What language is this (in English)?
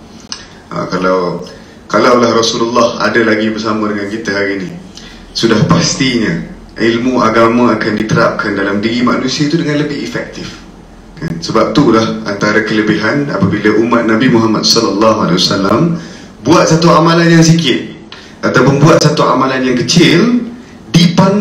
Malay